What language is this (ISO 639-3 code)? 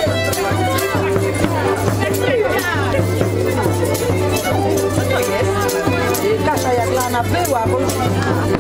pol